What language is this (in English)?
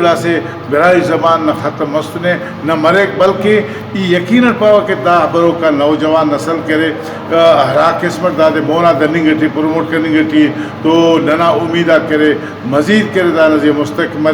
Brahui